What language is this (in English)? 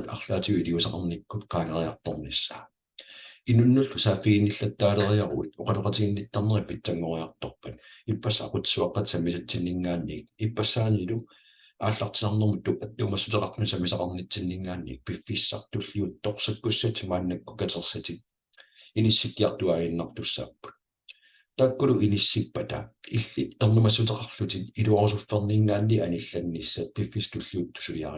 Kalaallisut